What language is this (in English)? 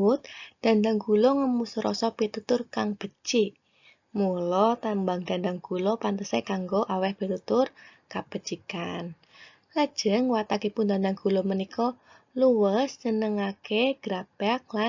Javanese